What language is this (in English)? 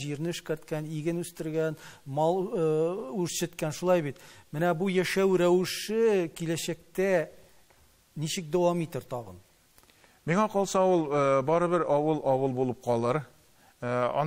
Tatar